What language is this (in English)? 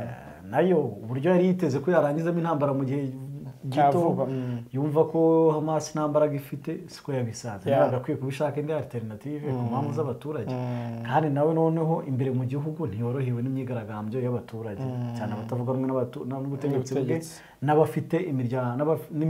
Kinyarwanda